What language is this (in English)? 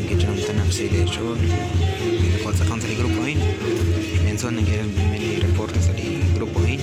Kekchí